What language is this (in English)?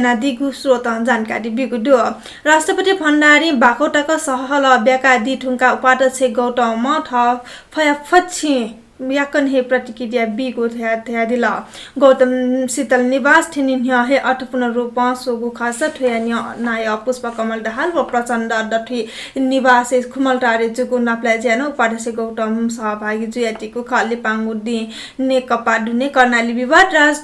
Newari